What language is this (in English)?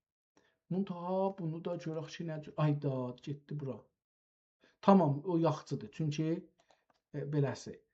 South Azerbaijani